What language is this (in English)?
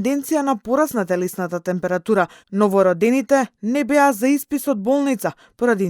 Macedonian